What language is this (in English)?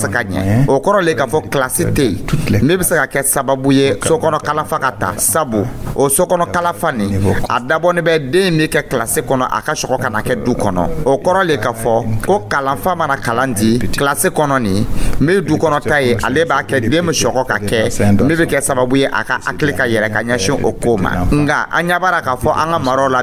Dyula